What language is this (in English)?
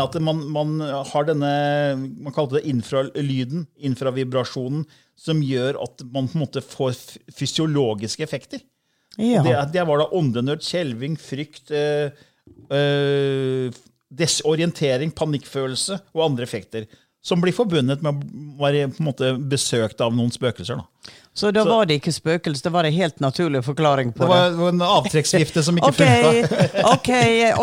Norwegian